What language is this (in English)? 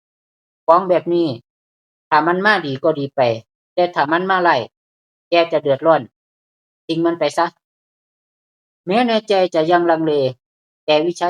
Lao